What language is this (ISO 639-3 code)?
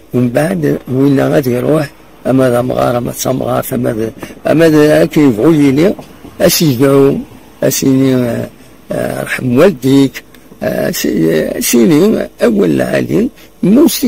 kab